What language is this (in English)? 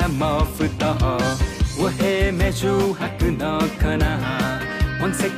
Newari